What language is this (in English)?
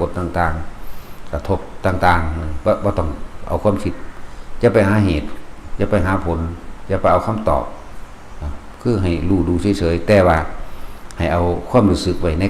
Northeastern Thai